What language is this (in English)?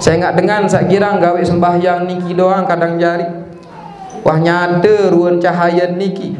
Sasak